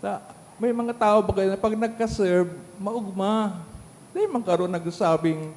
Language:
Bikol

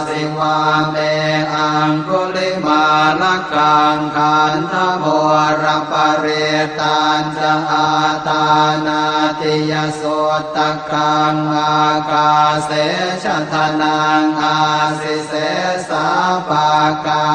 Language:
Pali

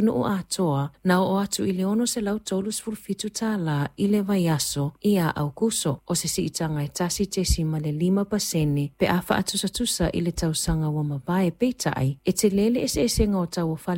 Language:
Samoan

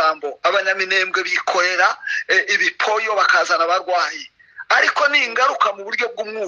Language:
Kinyarwanda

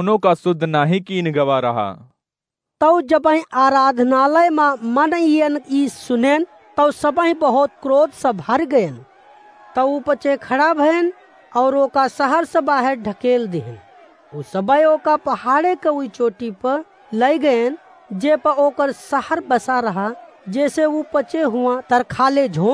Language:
Awadhi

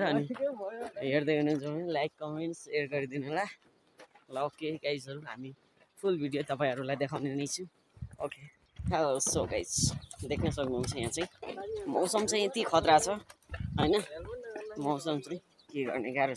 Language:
Nepali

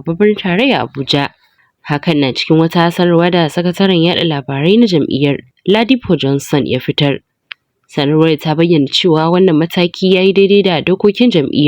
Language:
Hausa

